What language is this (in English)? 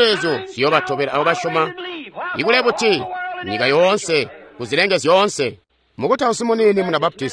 Tonga (Zambia)